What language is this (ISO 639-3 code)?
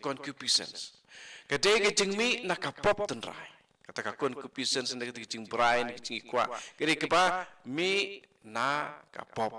kha